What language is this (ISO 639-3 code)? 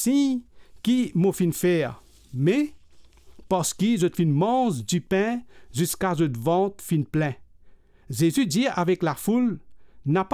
mfe